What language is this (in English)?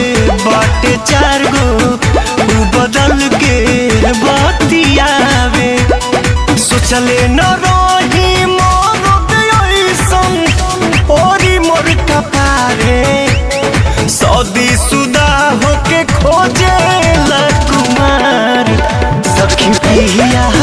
Bhojpuri